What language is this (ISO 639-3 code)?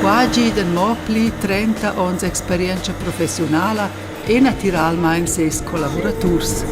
roh